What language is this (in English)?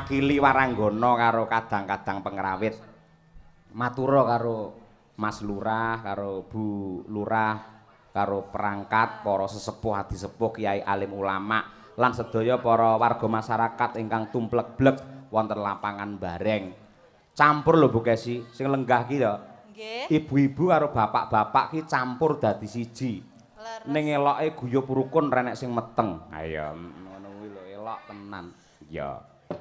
Javanese